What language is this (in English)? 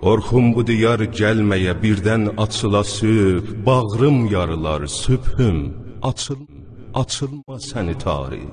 South Azerbaijani